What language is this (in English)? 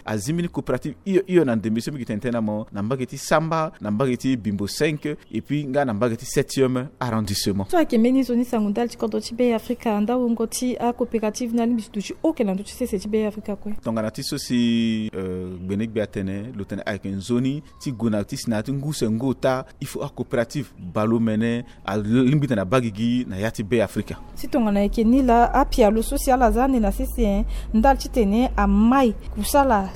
Sango